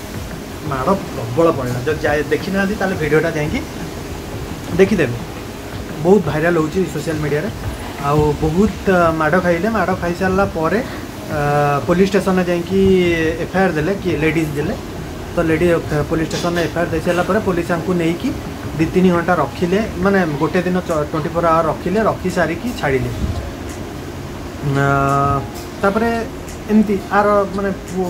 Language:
Odia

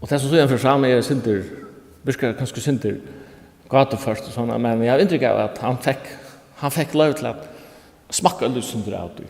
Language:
Faroese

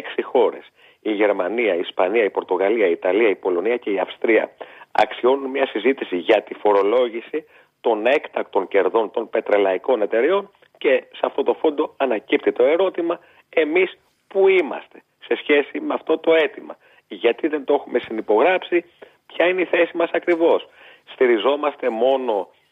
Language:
Greek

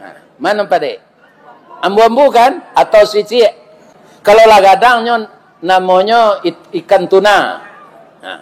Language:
Minangkabau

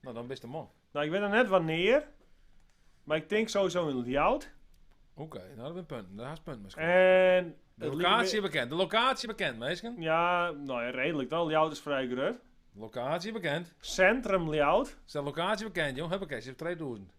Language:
Western Frisian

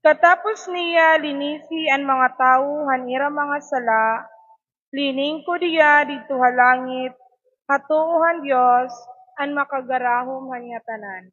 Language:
Waray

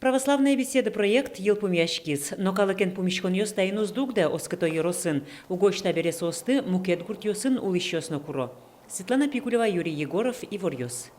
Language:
Udmurt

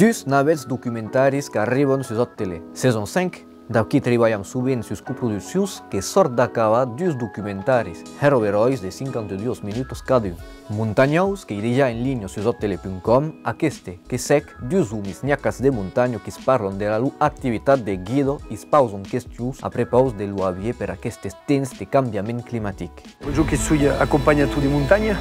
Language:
Occitan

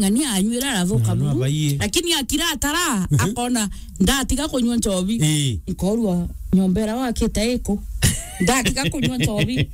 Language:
Meru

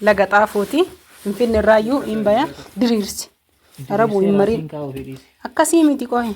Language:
Oromo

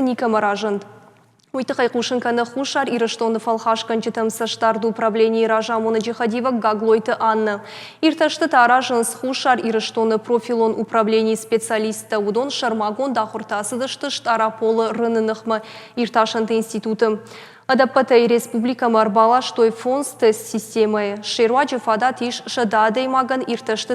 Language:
Ossetic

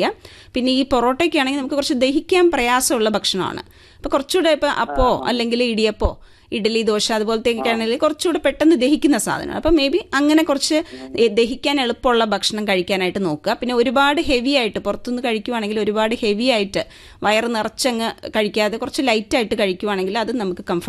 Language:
Malayalam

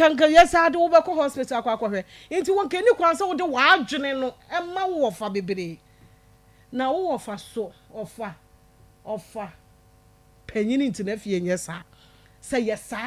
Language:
Akan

